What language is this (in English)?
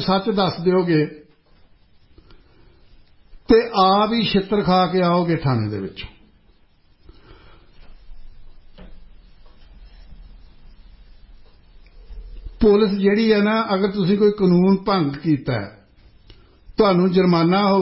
Punjabi